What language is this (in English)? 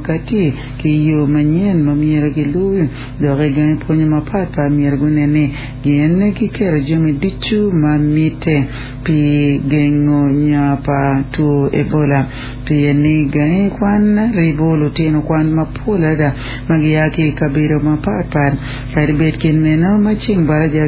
Acoli